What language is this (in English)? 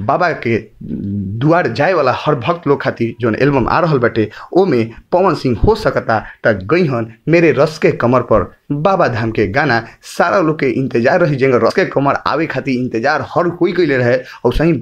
Bhojpuri